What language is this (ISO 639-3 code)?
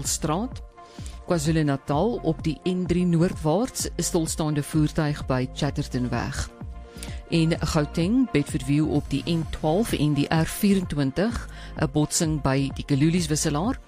afr